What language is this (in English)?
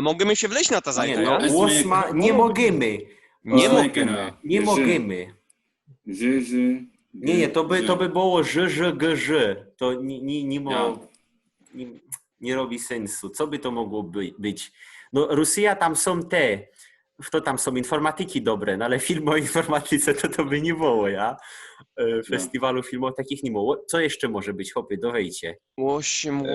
Silesian